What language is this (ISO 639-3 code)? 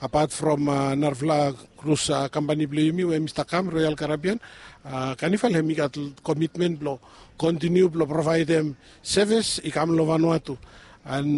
bis